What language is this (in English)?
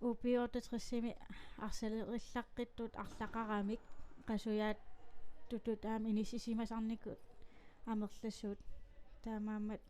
Kalaallisut